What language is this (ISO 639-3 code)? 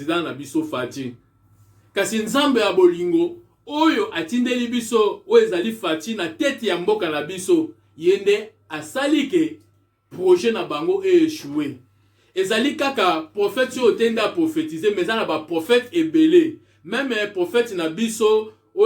lin